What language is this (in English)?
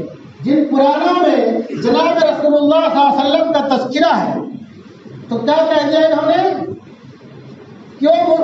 Urdu